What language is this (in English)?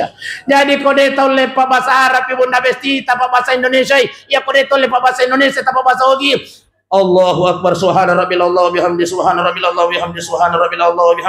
Buginese